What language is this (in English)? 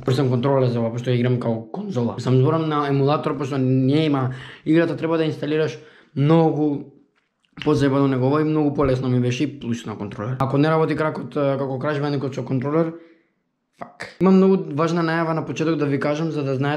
Macedonian